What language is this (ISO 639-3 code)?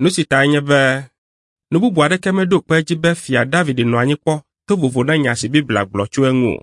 ewe